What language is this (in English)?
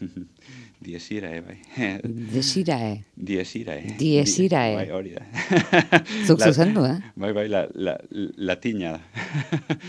Basque